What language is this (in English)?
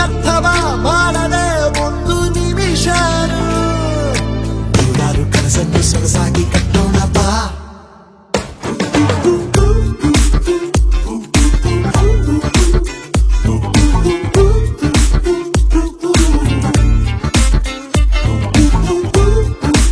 Kannada